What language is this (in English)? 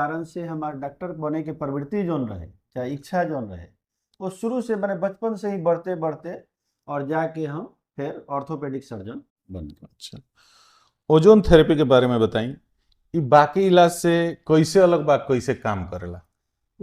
Bhojpuri